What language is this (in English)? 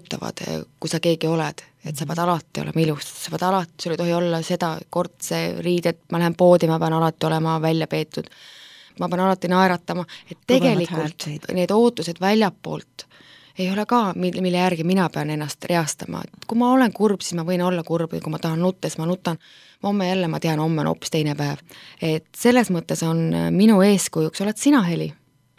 Estonian